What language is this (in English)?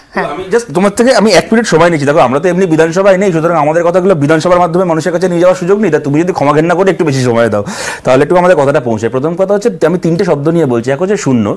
Bangla